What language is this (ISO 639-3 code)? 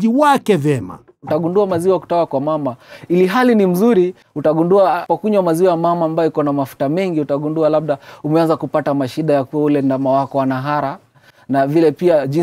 swa